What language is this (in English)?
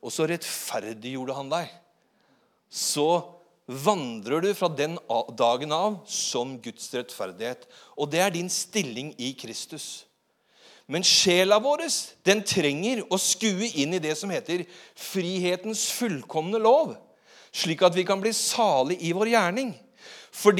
Norwegian